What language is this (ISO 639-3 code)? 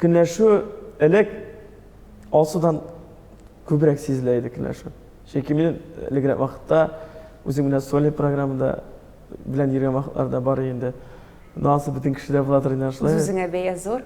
tat